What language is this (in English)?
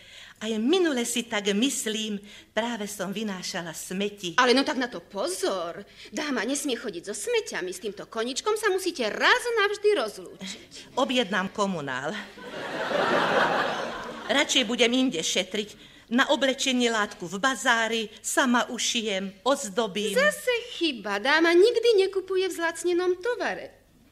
Slovak